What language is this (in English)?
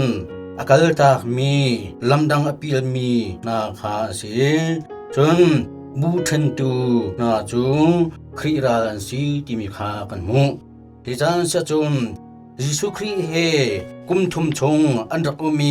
Hakha Chin